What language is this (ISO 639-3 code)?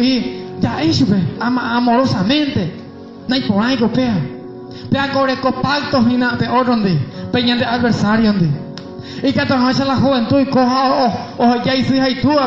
grn